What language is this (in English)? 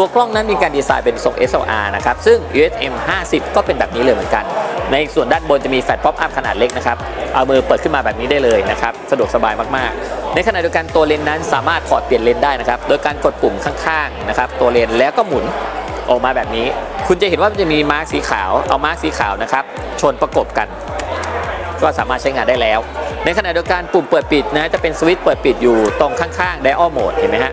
Thai